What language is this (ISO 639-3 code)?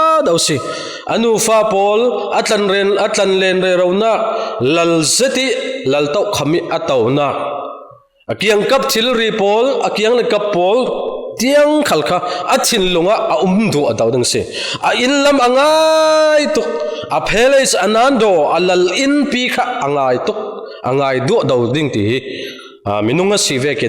cfm